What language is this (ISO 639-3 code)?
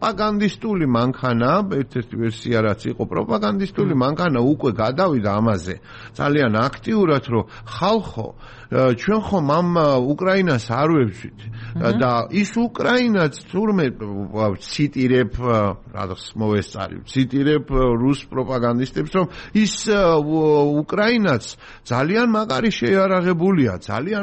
kat